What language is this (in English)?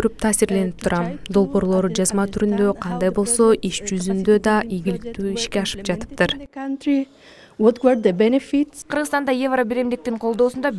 Kyrgyz